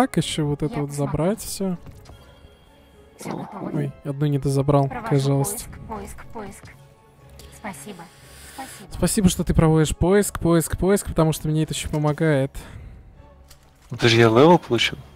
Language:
Russian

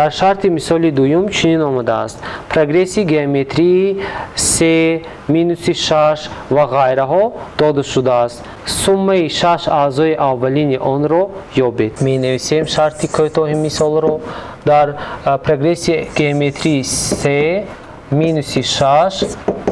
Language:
Tajik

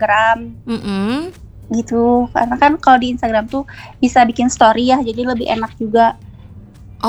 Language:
Indonesian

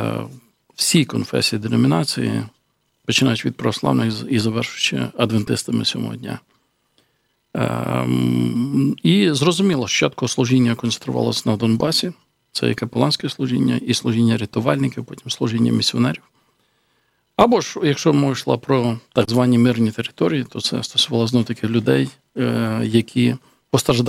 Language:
Ukrainian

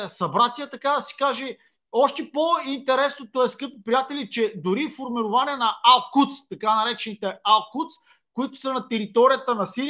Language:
Bulgarian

